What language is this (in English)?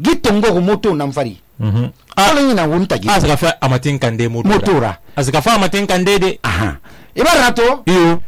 Susu